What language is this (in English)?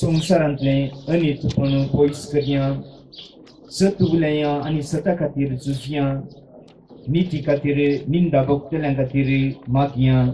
Konkani